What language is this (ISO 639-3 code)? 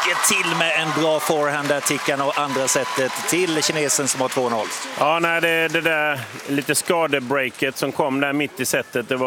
swe